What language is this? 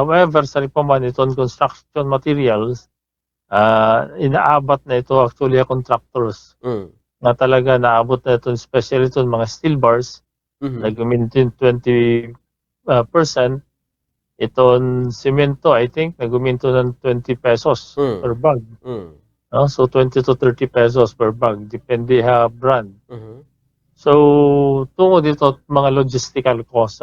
Waray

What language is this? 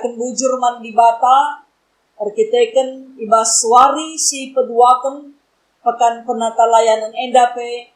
Batak Karo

